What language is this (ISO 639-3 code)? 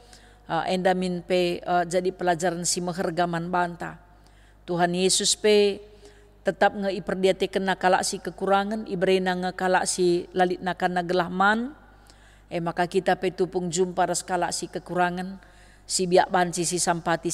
btx